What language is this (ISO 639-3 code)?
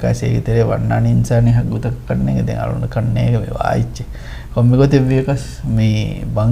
div